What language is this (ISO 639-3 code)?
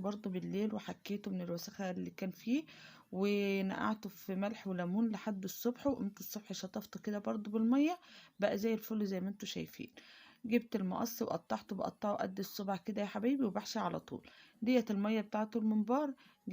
arz